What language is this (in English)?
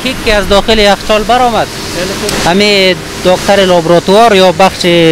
Persian